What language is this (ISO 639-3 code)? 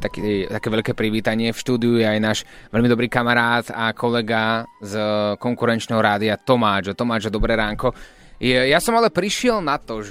slk